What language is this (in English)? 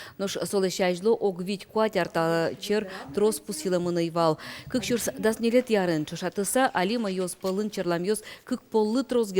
Udmurt